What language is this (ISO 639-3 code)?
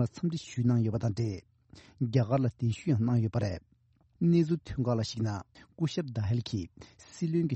bod